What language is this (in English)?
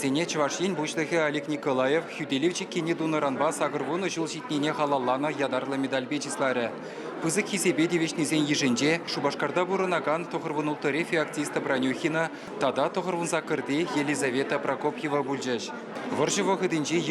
Chuvash